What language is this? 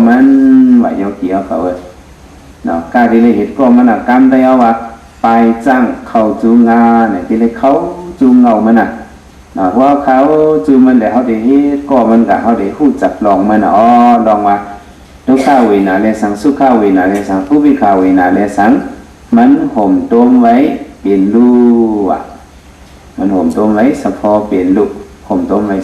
Shan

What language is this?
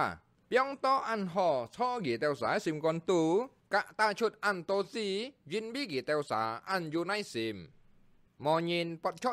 Hakka Chinese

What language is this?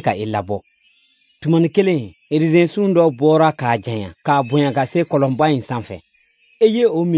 Bambara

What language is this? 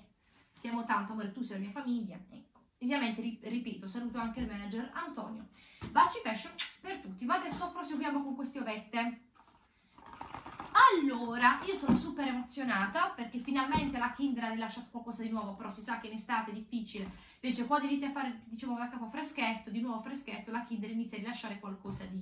Italian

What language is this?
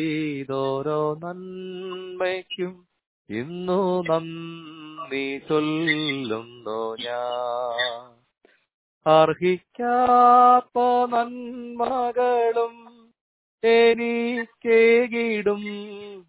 Malayalam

